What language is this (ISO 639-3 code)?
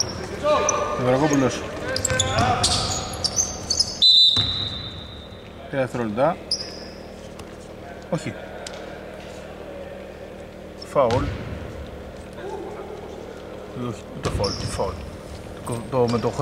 ell